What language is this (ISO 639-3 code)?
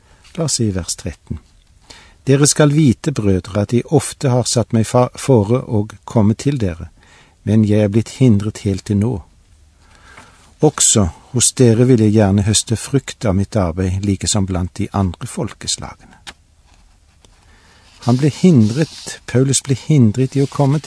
nor